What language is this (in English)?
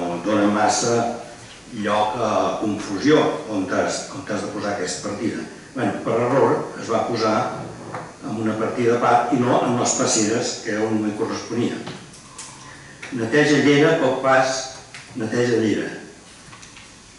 Catalan